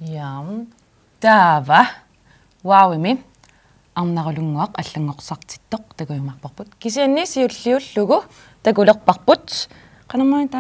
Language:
Kalaallisut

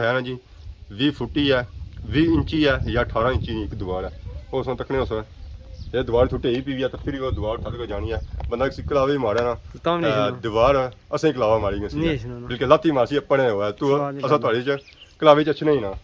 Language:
Pahari-Potwari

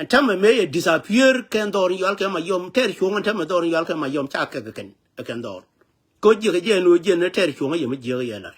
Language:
Nuer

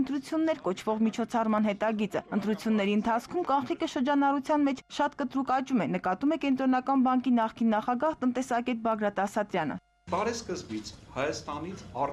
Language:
Armenian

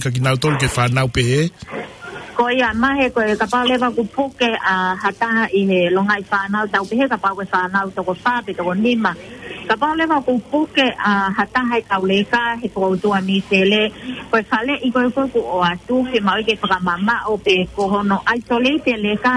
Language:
Tongan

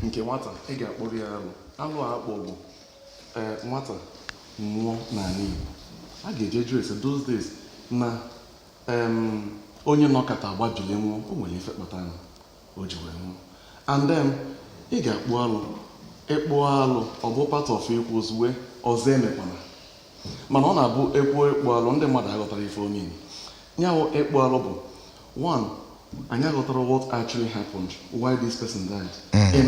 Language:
Igbo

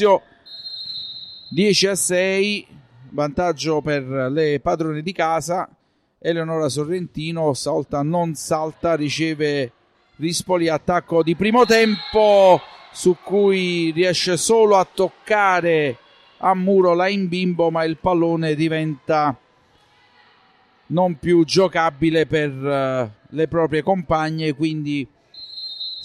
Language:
Italian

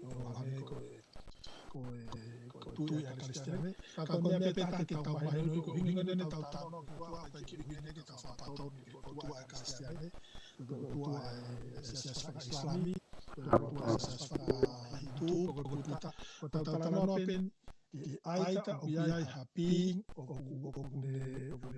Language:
Tongan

